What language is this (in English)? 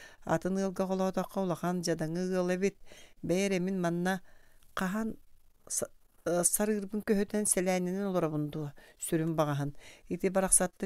Yakut